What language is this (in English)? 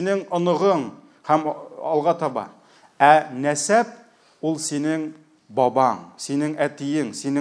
Tatar